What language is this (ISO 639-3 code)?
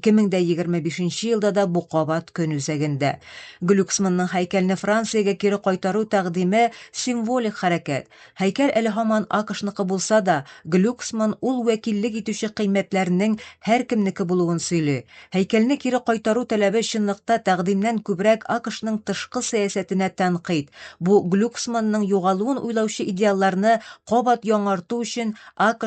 tat